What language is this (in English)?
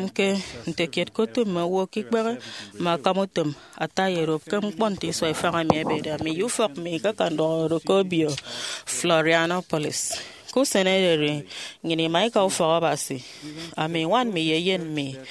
Efik